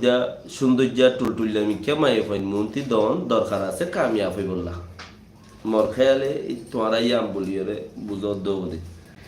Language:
Rohingya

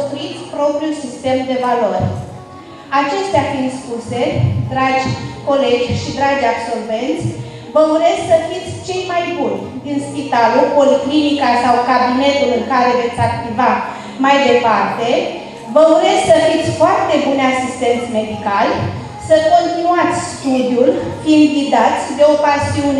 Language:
Romanian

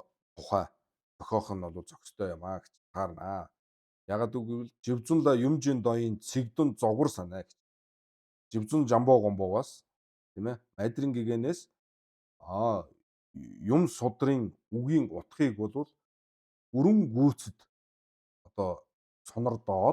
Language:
Mongolian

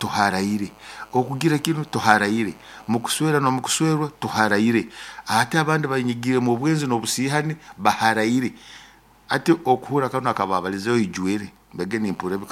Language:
Nyoro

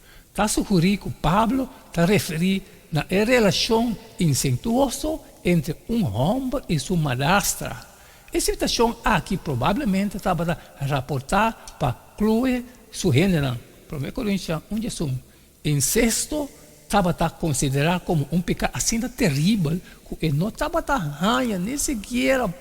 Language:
Papiamento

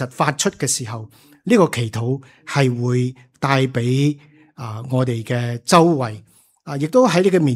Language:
Cantonese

